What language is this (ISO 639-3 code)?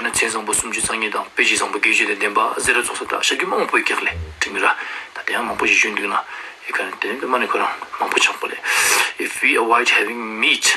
lbj